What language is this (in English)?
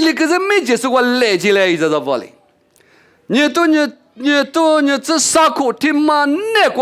Lisu